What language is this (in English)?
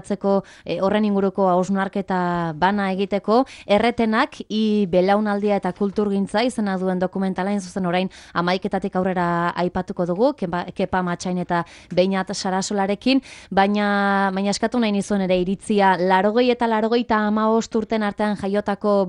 Basque